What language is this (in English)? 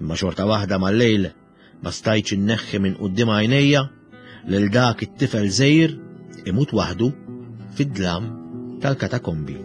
Maltese